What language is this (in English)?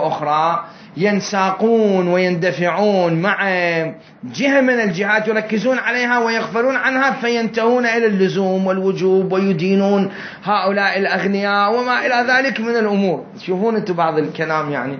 Mesopotamian Arabic